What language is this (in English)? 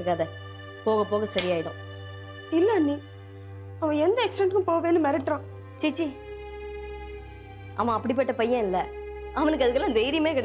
Tamil